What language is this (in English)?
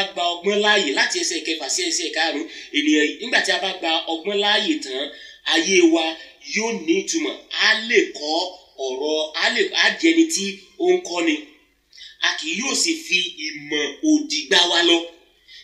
Yoruba